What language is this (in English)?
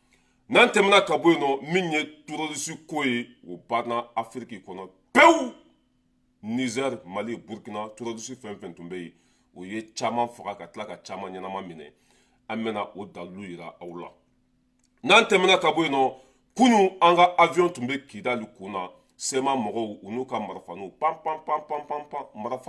Bambara